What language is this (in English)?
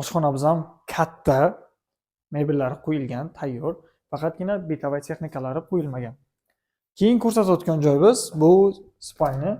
Uzbek